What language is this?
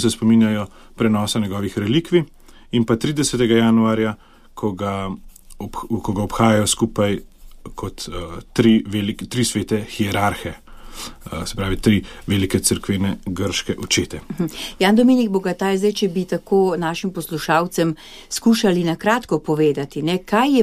Slovenian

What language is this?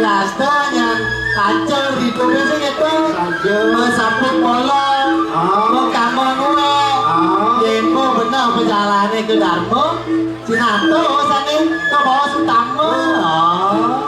Balinese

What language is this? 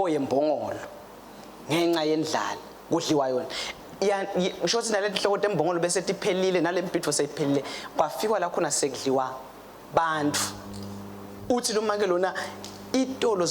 Swati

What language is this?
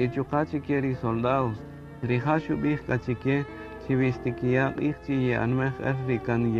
Kaqchikel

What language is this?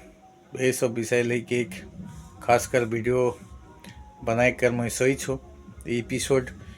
Sadri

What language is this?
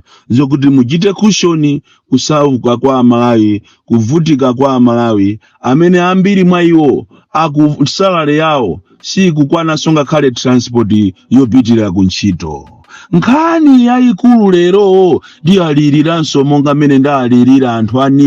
Nyanja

